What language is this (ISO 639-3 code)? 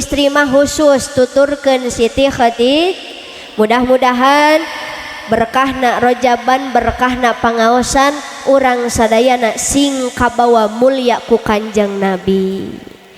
sun